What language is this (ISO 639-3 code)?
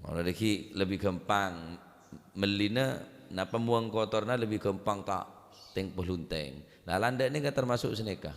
mad